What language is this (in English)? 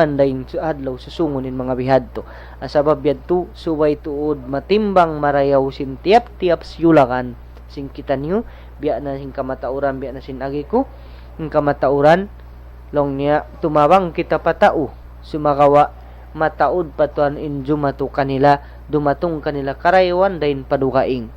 Tausug